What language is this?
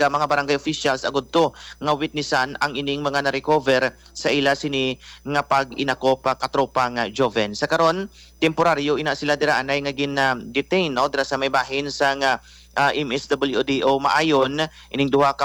Hiligaynon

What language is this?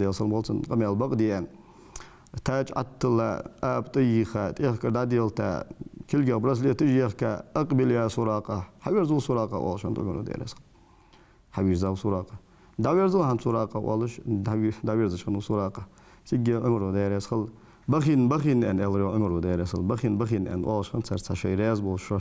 Ingush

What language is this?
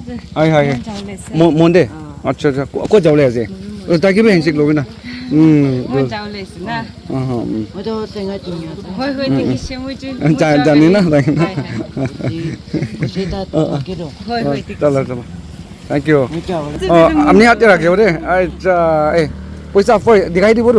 Naga Pidgin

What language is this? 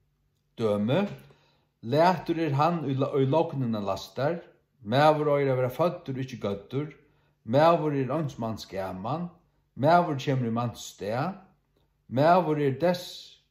Faroese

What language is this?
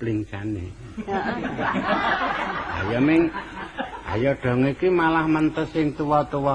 Javanese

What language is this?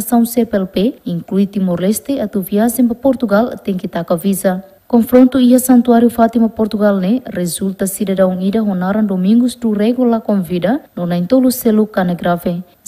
Tetum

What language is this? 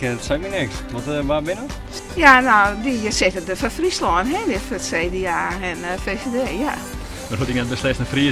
Western Frisian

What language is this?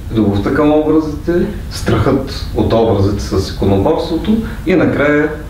Bulgarian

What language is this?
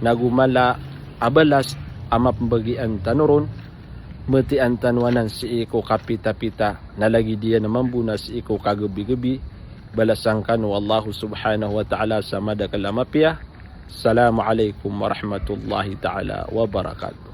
Maranao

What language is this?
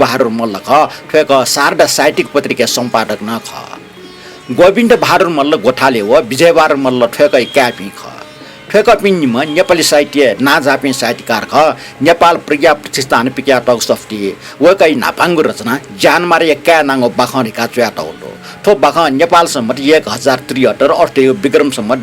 Newari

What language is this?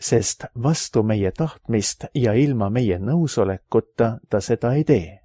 Estonian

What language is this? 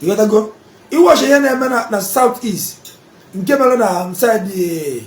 Igbo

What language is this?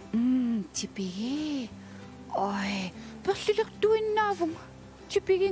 Kalaallisut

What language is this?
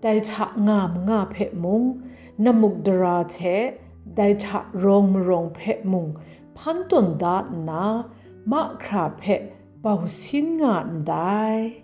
Kachin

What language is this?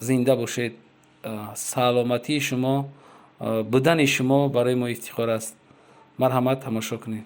Tajik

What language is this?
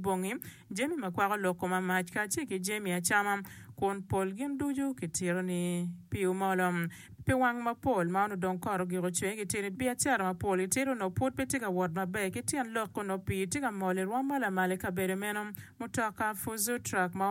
Acoli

